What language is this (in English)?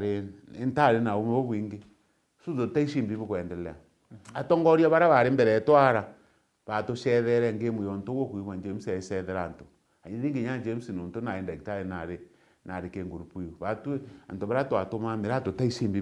Meru